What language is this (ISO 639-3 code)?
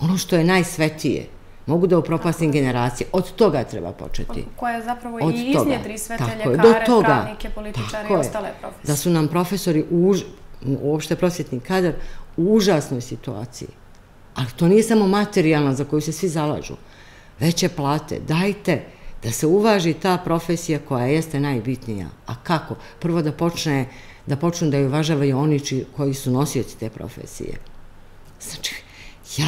srp